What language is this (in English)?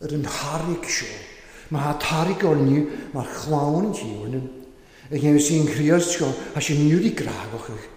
Welsh